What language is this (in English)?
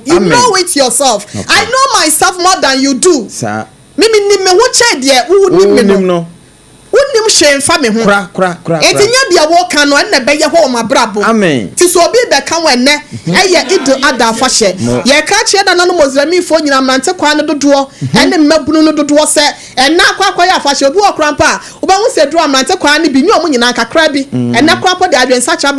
Akan